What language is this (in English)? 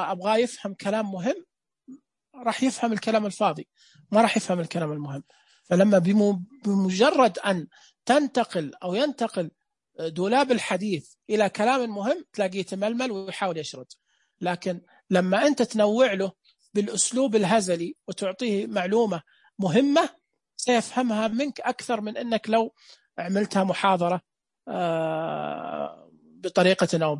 Najdi Arabic